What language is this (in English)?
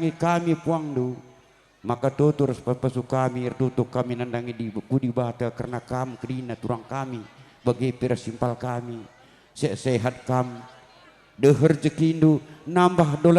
Batak Karo